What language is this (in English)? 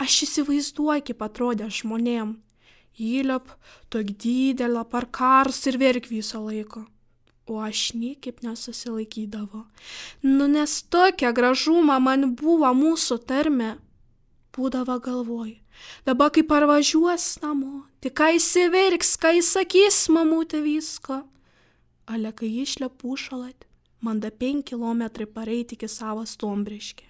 Lithuanian